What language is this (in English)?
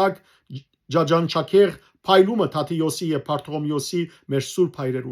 Western Armenian